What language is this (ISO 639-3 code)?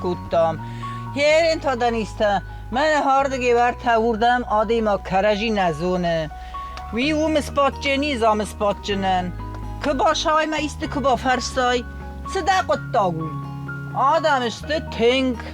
oss